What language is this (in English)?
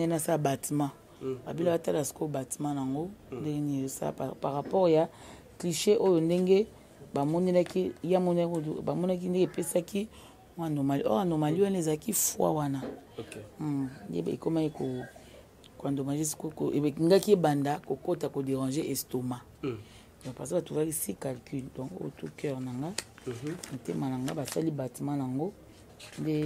Lingala